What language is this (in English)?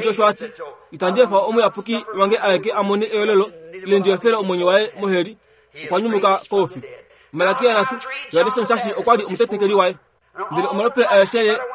Kuanyama